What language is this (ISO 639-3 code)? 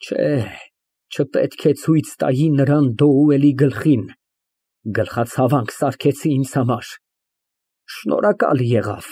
hye